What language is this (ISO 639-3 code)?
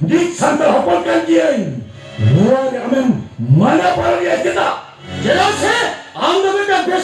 sat